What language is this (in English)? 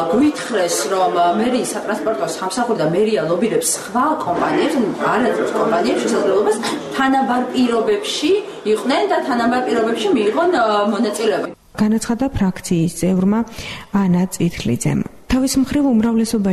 Georgian